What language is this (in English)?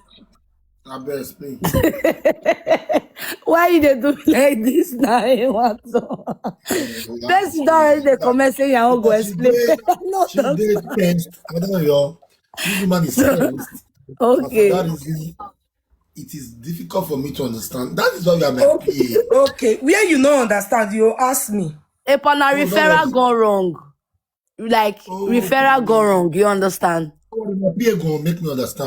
Nigerian Pidgin